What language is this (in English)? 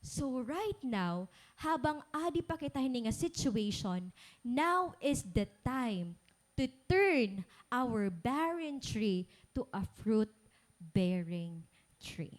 Waray